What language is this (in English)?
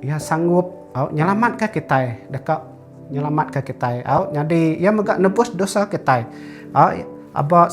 Iban